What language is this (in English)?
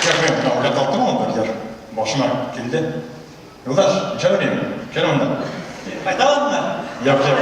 Bashkir